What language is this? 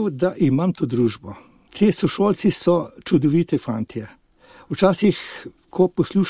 Slovenian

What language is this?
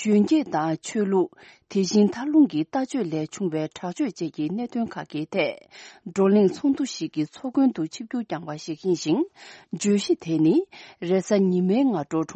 Tibetan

